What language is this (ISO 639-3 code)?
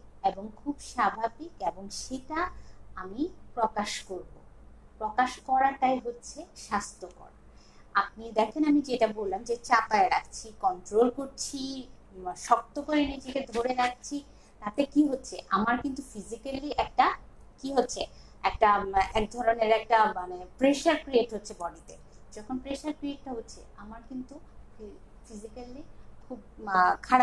ben